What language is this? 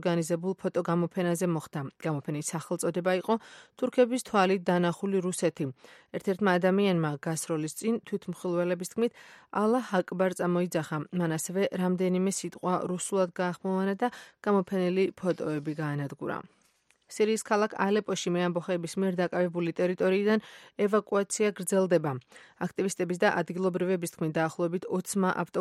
Georgian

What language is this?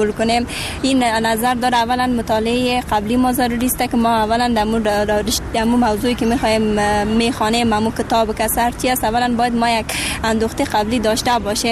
Persian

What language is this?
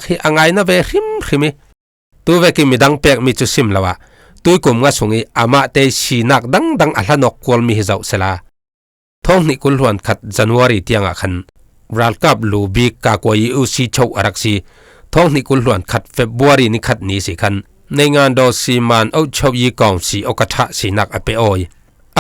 Falam Chin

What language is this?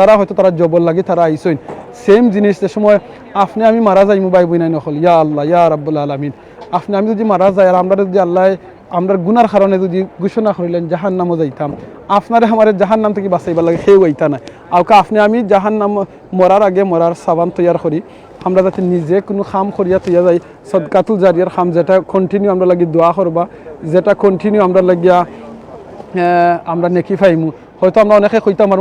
Sylheti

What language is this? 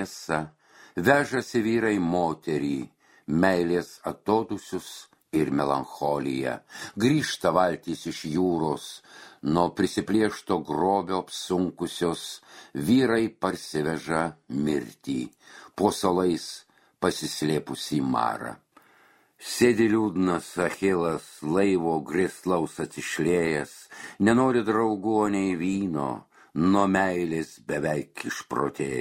Lithuanian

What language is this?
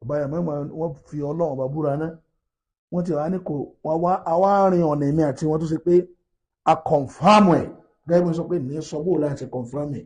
Yoruba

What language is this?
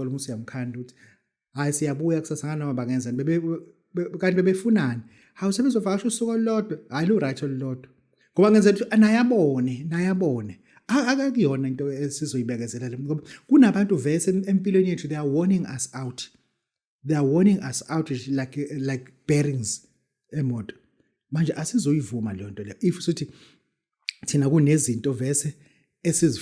Zulu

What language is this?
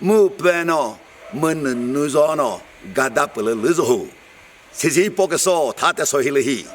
Chokri Naga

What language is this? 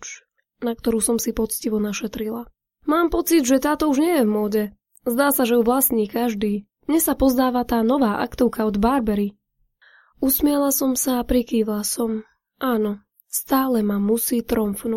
Slovak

